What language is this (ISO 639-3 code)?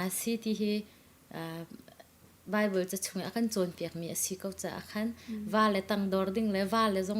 cnh